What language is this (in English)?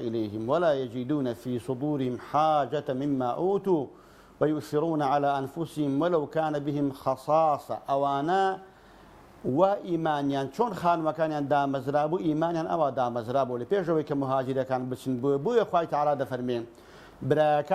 Central Kurdish